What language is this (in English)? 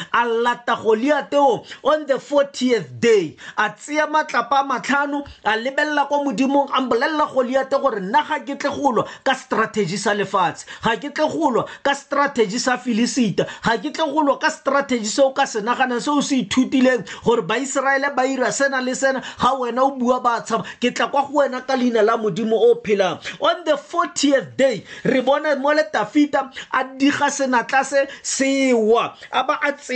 Tswana